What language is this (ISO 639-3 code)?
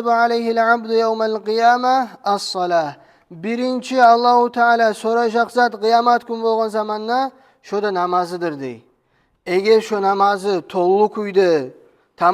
kum